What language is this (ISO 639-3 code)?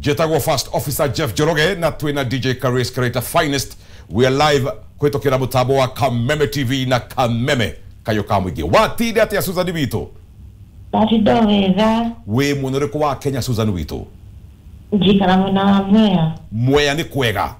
kik